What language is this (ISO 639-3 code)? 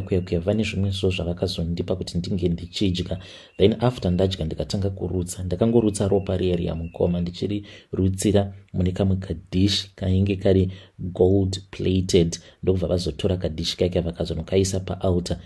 sna